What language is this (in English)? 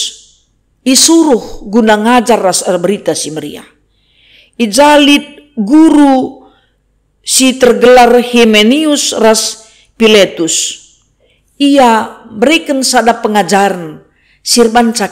Batak Karo